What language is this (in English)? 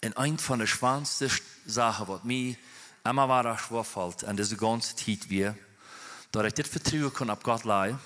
Plautdietsch